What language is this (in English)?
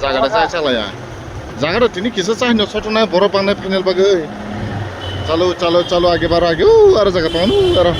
Kok Borok